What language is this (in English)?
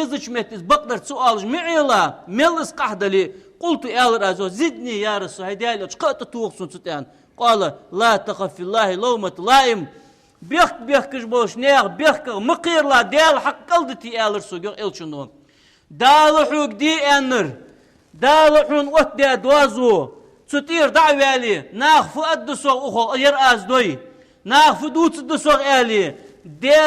Ingush